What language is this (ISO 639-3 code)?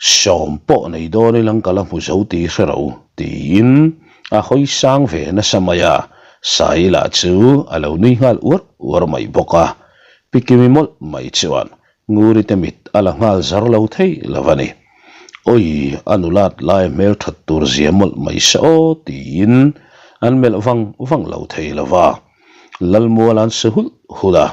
lus